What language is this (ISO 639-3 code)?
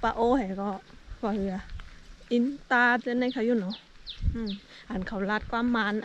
shn